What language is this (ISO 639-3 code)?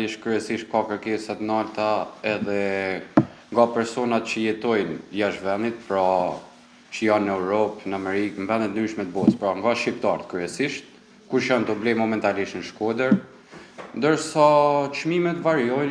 sqi